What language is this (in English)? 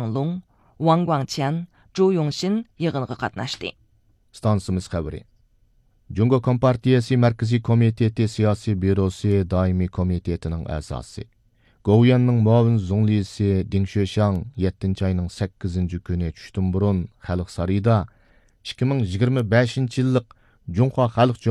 Uyghur